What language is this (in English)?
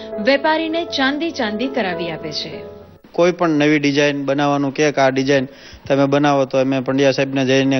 Gujarati